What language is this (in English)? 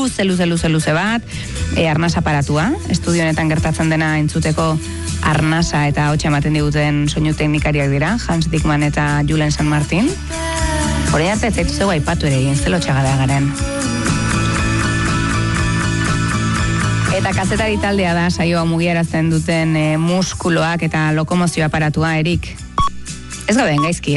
Basque